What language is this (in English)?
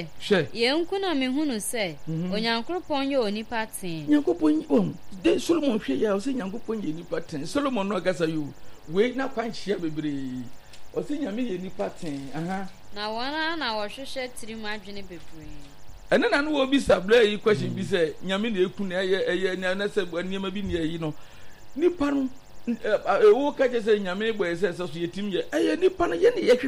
Akan